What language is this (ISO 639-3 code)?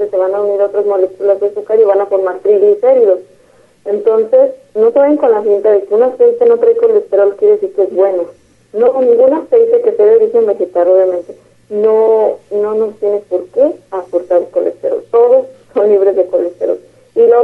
spa